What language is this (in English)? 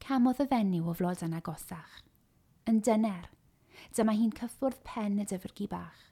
Welsh